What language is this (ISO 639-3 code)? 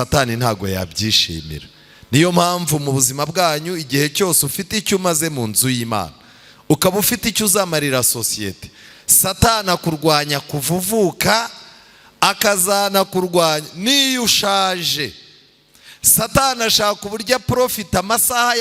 kin